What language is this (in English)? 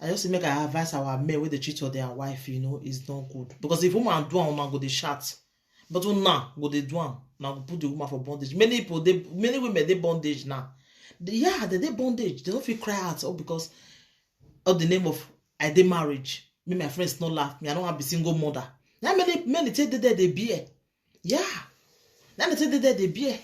Nigerian Pidgin